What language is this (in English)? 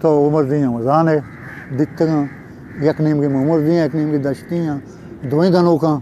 Eastern Balochi